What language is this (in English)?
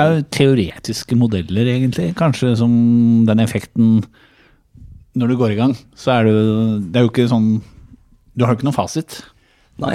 Norwegian